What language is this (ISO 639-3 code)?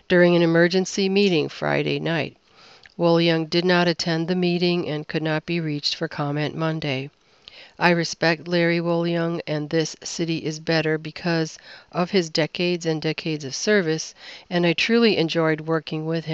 eng